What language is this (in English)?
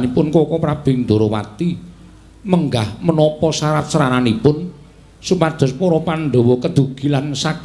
Javanese